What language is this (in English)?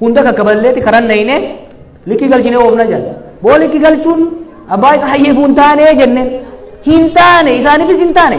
Oromo